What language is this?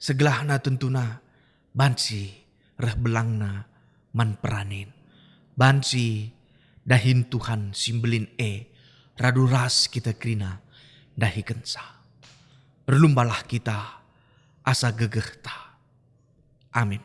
Batak Karo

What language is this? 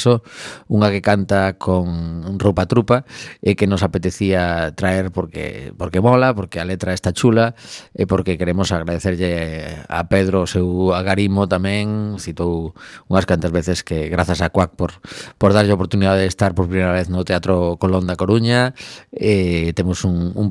Galician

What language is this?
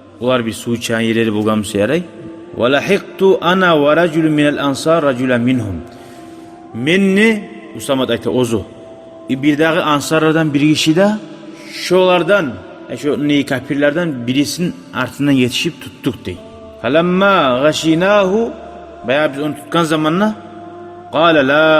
Kumyk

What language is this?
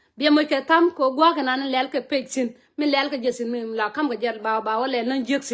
Nuer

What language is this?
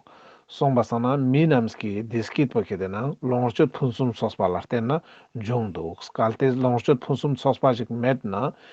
Ladakhi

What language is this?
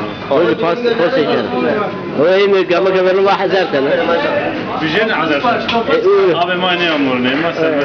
Zaza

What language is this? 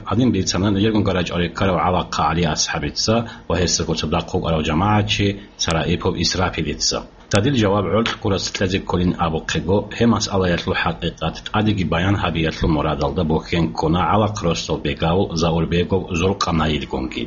Avaric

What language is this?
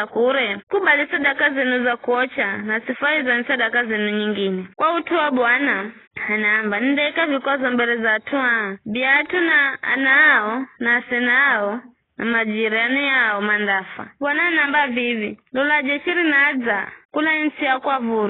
Giryama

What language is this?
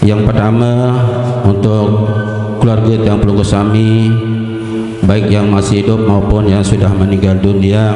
Sasak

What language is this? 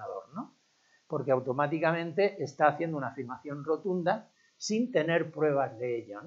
Spanish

